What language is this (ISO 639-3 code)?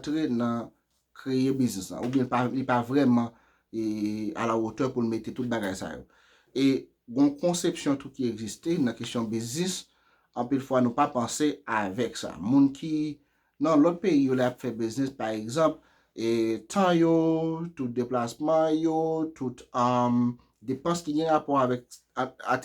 hat